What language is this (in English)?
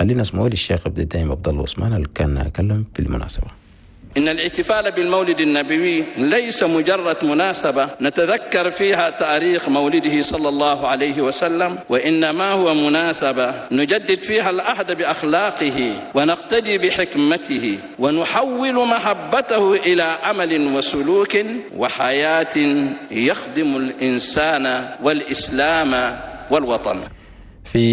Chadian Arabic